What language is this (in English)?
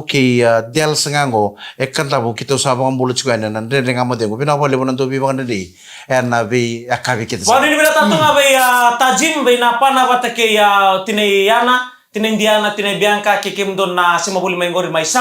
Fijian